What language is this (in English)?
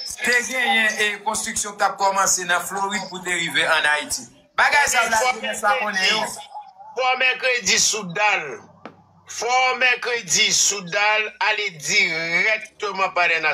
Haitian Creole